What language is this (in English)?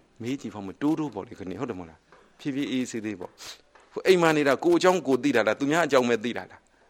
Burmese